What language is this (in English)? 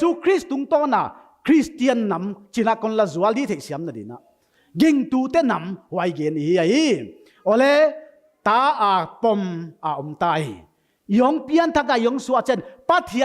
Paite Chin